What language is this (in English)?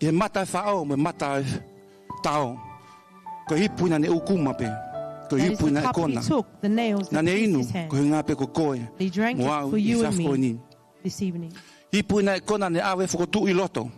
Tongan